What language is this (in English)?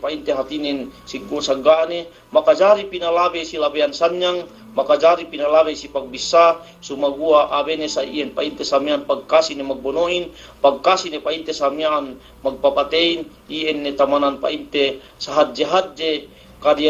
Yakan